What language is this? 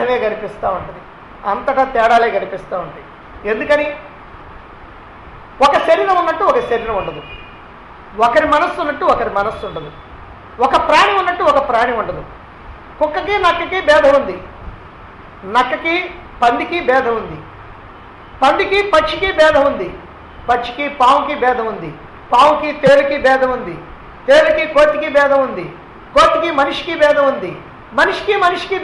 Telugu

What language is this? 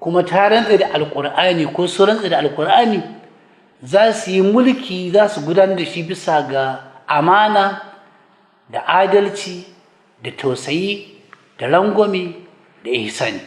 Hausa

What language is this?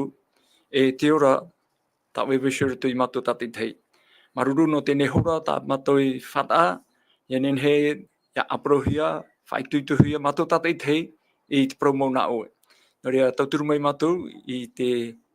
Tahitian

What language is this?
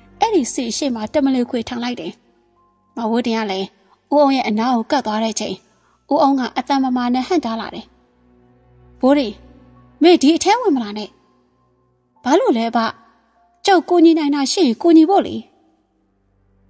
Burmese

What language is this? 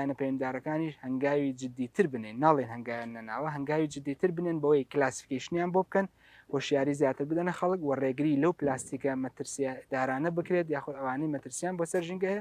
Central Kurdish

